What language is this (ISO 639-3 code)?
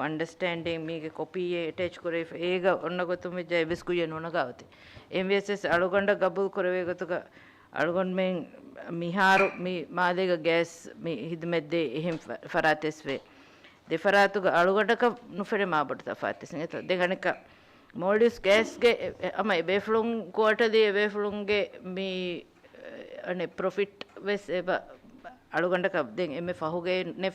div